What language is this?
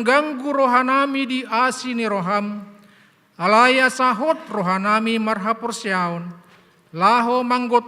Batak Toba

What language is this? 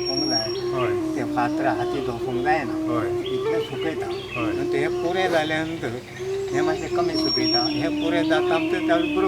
Konkani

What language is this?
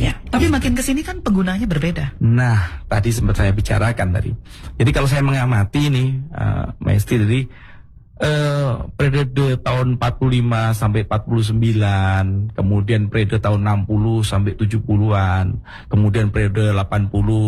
Indonesian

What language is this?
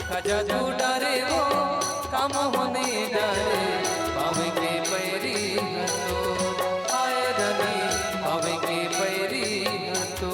Chhattisgarhi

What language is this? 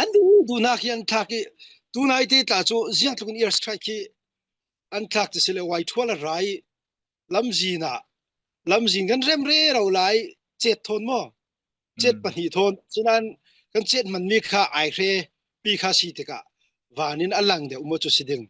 Falam Chin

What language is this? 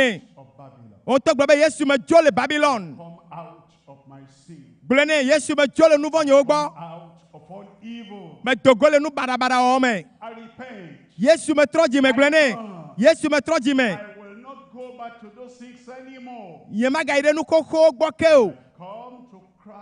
Ewe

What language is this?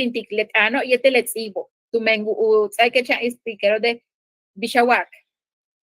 Yucateco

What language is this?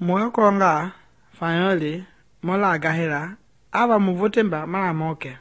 Mende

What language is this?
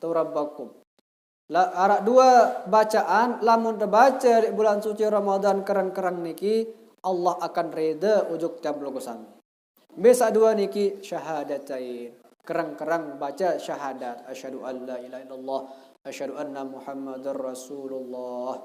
Sasak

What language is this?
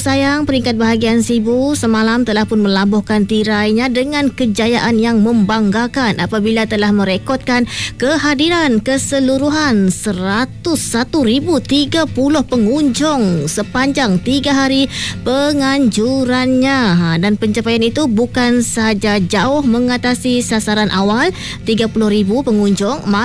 Malay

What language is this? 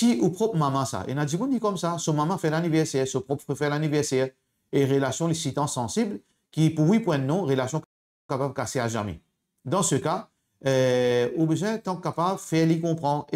Morisyen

